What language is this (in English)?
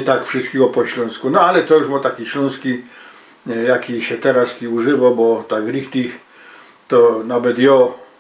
Silesian